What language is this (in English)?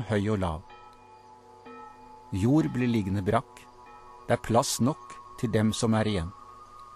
Norwegian